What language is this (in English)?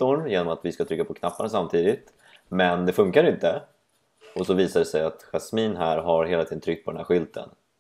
Swedish